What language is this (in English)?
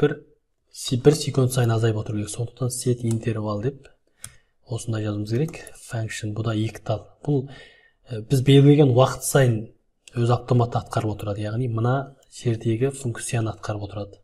Kazakh